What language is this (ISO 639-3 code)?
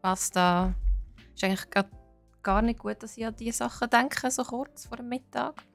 gsw